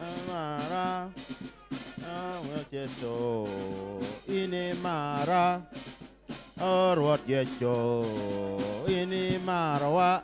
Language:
Acoli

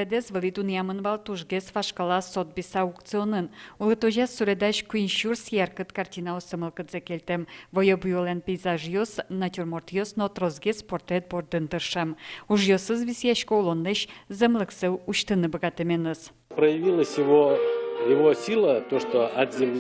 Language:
Udmurt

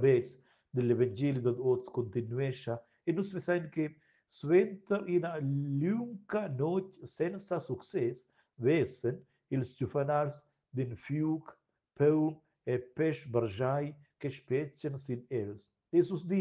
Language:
Romansh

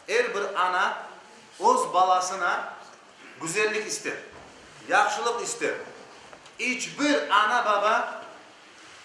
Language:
Crimean Tatar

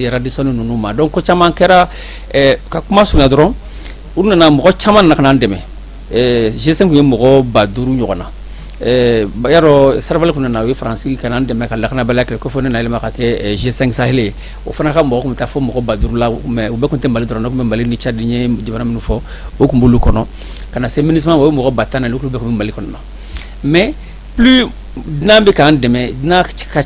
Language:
Bambara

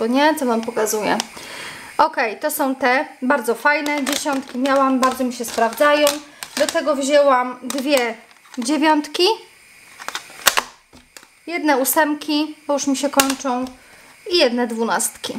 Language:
Polish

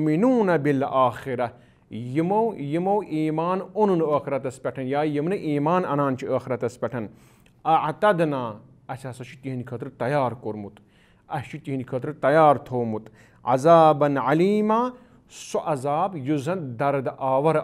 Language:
Kashmiri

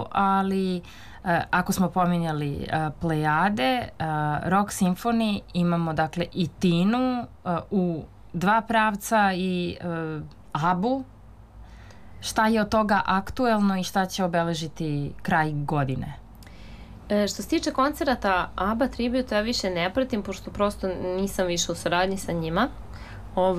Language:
Serbian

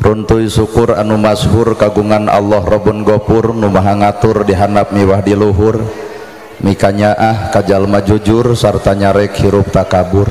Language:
Sundanese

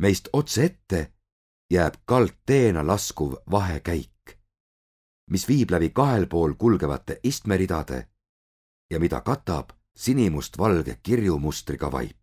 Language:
Estonian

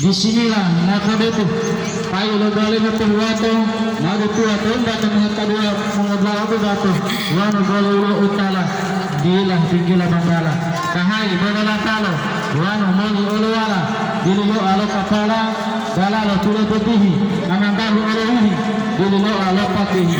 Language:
Gorontalo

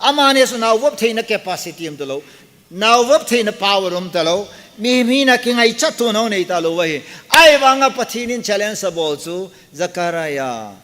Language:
Thado Chin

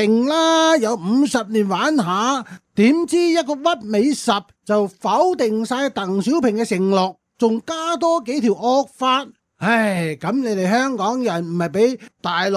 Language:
Cantonese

